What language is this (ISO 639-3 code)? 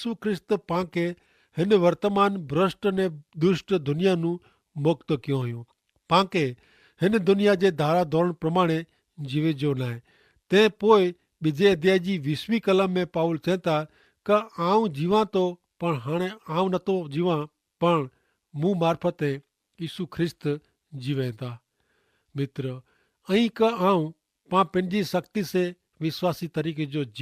kfr